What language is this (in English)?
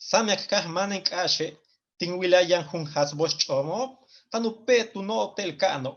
Yucateco